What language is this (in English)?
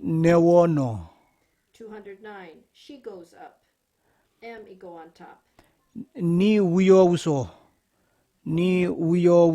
Kamasau